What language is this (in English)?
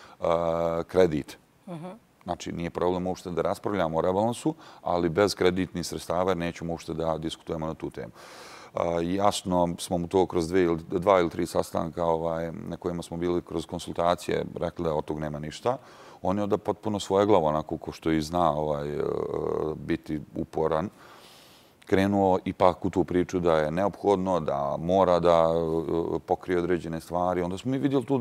Bosnian